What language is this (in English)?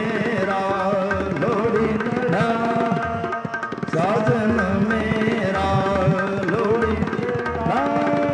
Punjabi